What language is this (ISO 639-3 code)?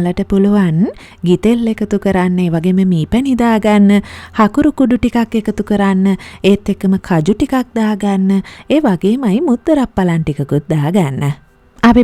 sin